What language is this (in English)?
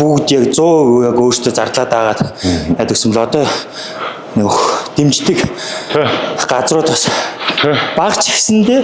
Mongolian